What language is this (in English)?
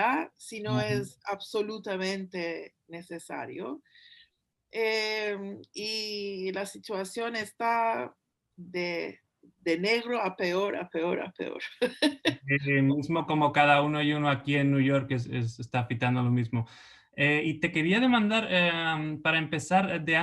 Ladino